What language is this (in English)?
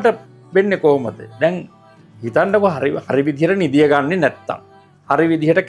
Sinhala